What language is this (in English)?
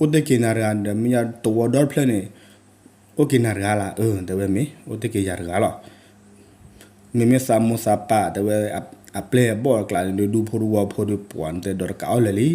S'gaw Karen